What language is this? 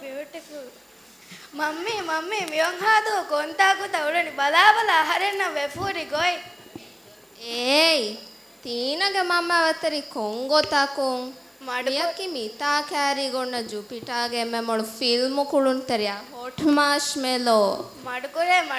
Divehi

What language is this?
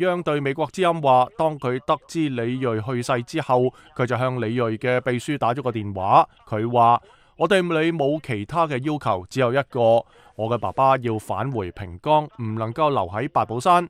Cantonese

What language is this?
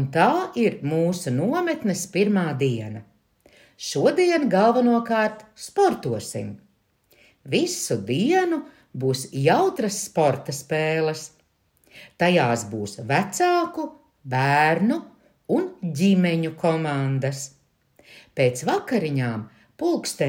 Latvian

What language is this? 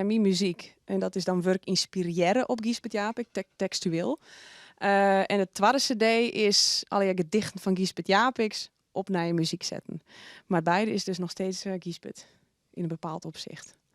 Western Frisian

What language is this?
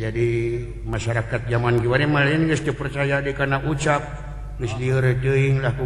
Sundanese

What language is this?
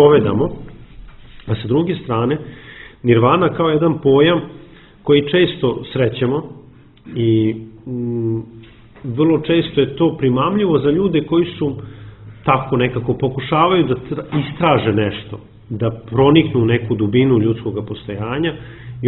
Serbian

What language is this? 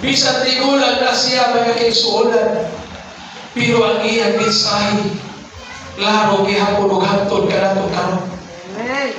Cebuano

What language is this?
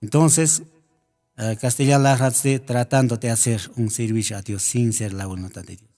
Aymara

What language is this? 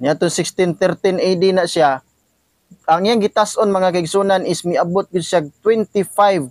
Cebuano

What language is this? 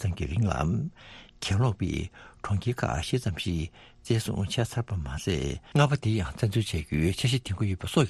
Tibetan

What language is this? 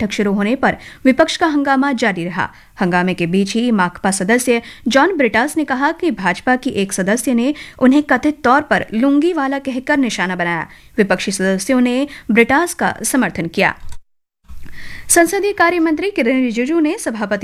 Hindi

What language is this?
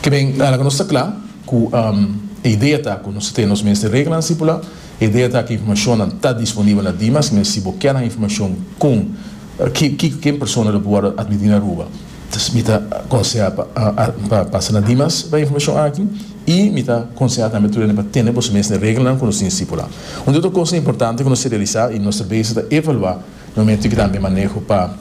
Papiamento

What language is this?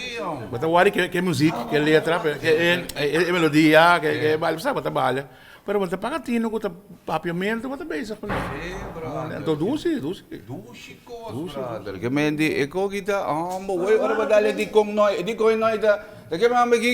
Papiamento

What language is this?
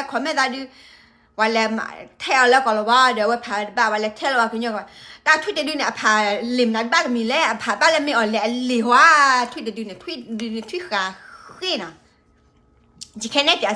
S'gaw Karen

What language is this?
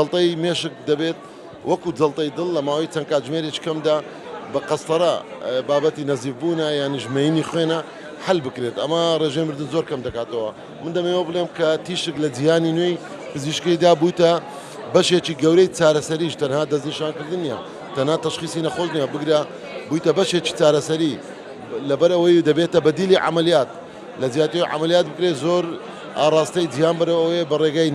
Central Kurdish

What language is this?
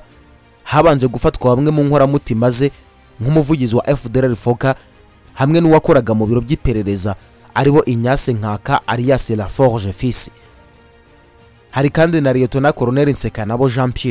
Kinyarwanda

